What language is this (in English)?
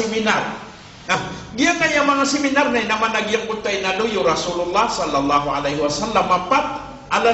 Maranao